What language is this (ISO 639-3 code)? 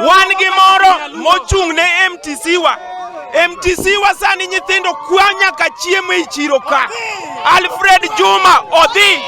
luo